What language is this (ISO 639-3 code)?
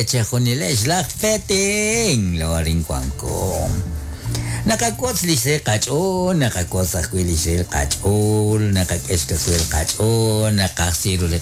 kek